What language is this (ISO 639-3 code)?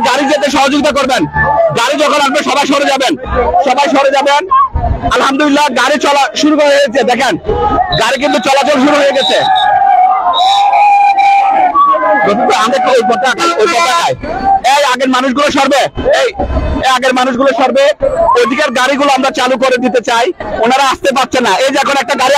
ben